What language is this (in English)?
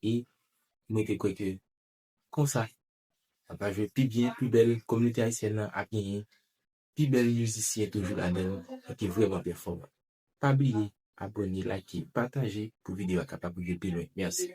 Haitian Creole